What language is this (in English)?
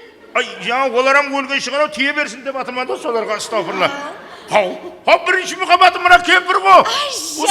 Kara-Kalpak